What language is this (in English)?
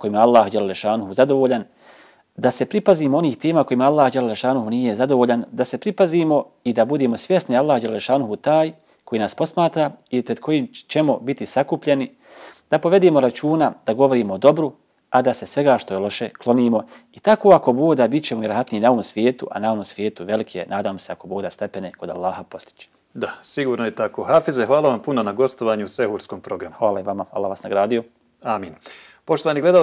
Bosnian